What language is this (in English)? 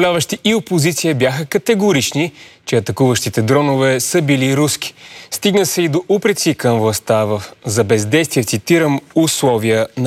Bulgarian